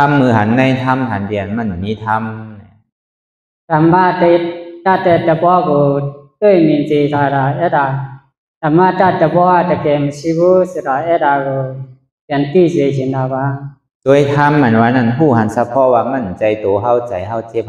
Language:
Shan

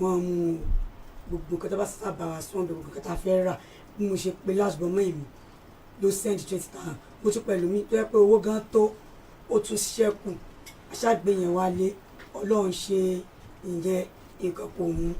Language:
Yoruba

